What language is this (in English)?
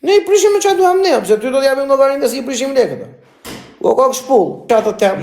Albanian